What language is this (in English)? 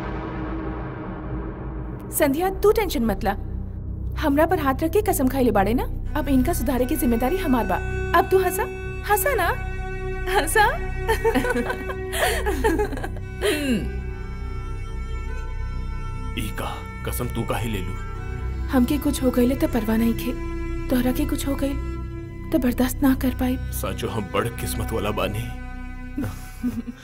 Bhojpuri